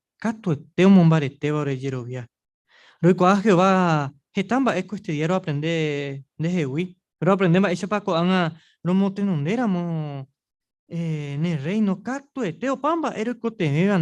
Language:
Guarani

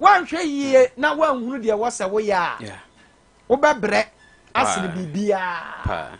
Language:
Akan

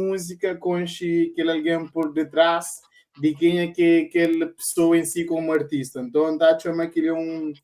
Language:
Kabuverdianu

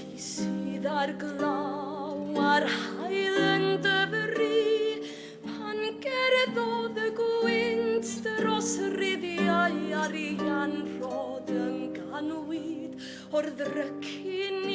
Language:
Welsh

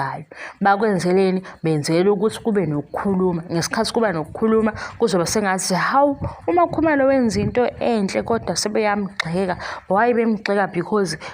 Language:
Zulu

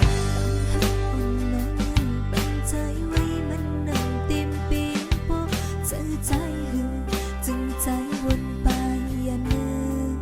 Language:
Shan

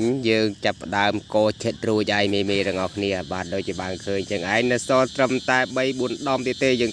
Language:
Khmer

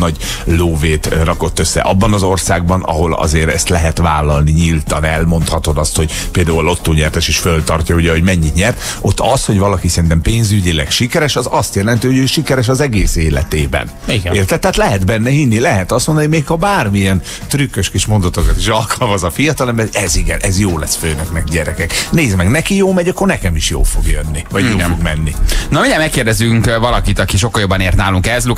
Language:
Hungarian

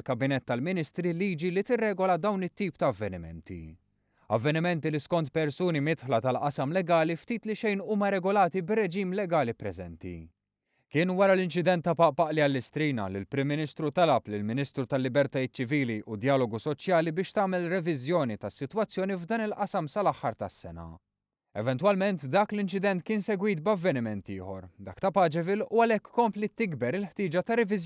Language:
Maltese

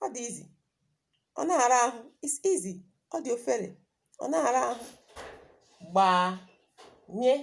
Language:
Igbo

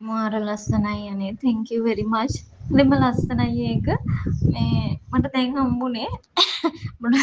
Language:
Sinhala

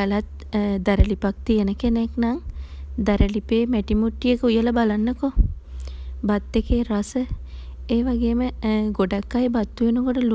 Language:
Sinhala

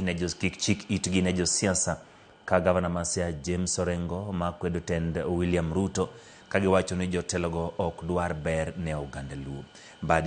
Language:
Luo (Kenya and Tanzania)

